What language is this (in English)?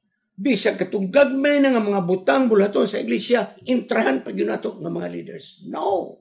Cebuano